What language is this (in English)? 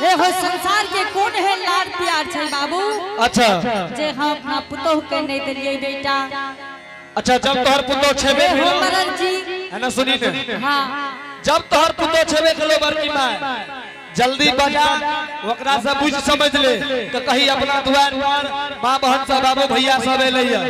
Angika